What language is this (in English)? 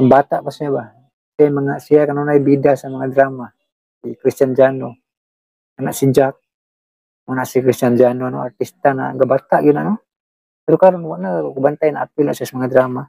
Cebuano